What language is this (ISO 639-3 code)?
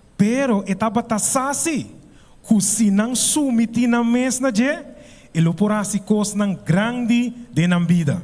pap